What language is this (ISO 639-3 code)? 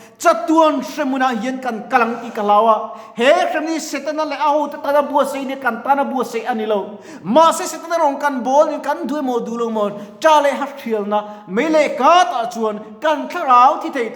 lus